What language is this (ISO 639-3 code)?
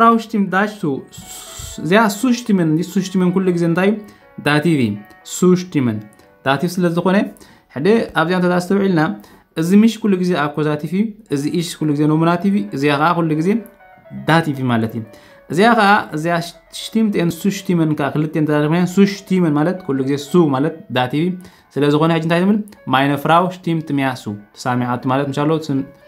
tir